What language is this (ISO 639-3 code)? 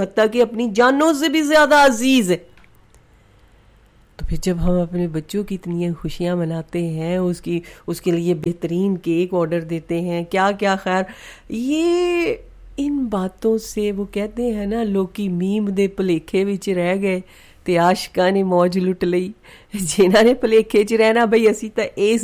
urd